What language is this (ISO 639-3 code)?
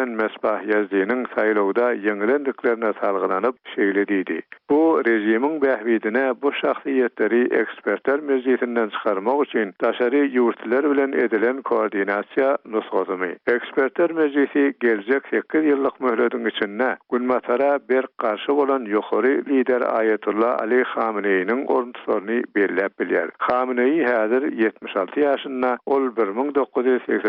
tuk